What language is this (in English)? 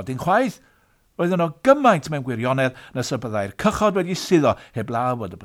Welsh